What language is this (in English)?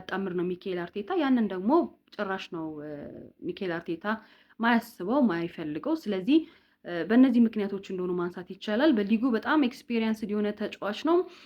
Amharic